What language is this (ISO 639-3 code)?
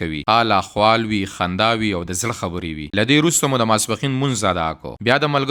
pus